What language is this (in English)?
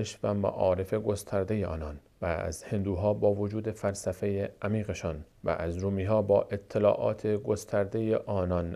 Persian